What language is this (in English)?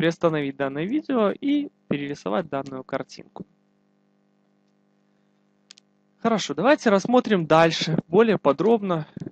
Russian